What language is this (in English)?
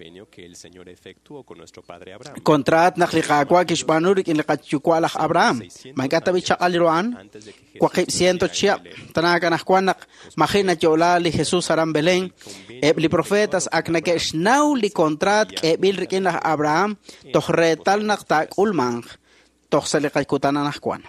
Kekchí